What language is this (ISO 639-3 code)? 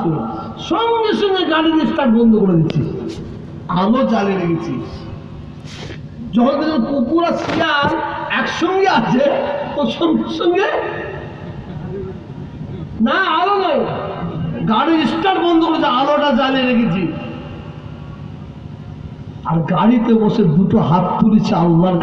ben